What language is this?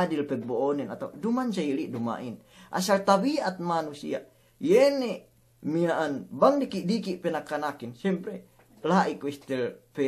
Yakan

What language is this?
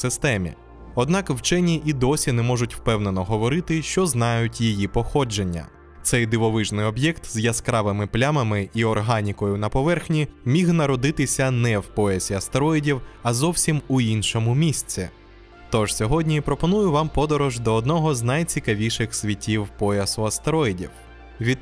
Ukrainian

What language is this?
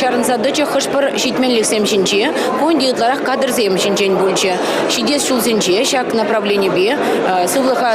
Chuvash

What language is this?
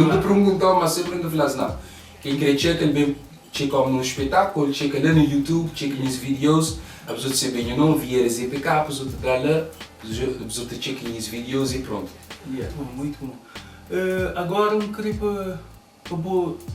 Kabuverdianu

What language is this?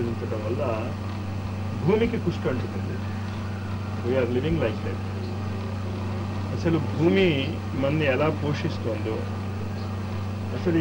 Telugu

